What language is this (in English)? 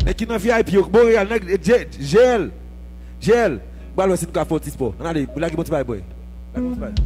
Haitian Creole